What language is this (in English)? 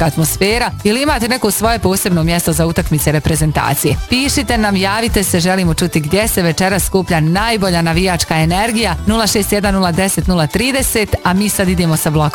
Bosnian